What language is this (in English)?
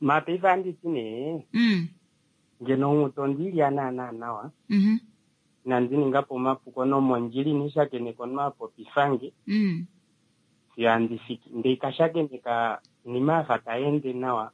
Kuanyama